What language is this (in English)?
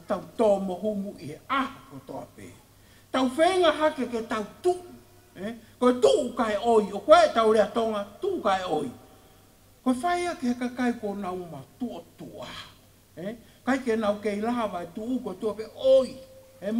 Tongan